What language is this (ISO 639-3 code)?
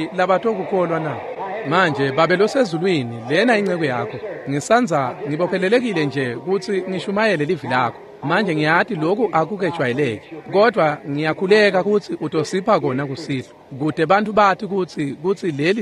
ssw